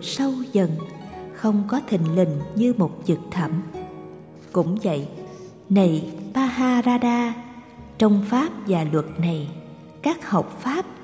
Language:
Vietnamese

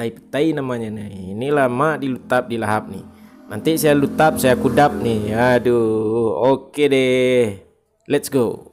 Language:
Minangkabau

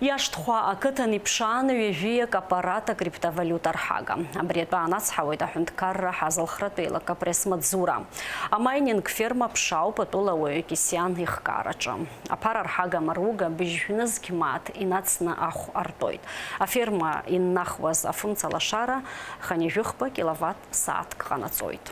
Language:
Abkhazian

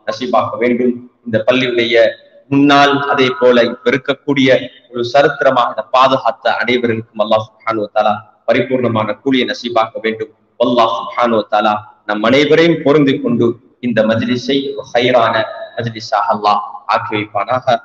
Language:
Tamil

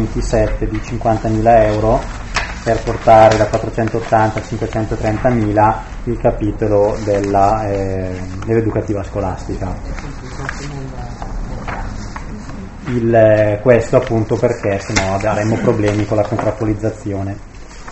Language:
Italian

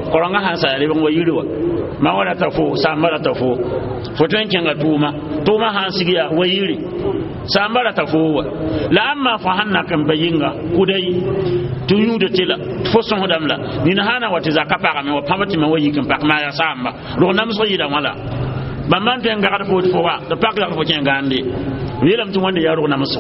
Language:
Mossi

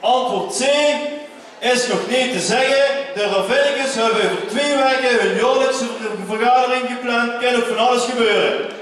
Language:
Limburgish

